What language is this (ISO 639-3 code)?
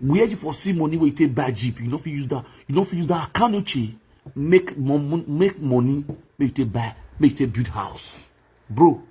pcm